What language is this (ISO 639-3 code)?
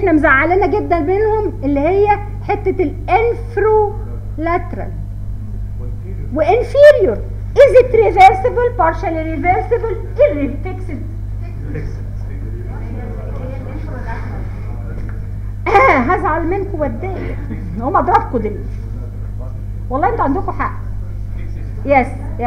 arz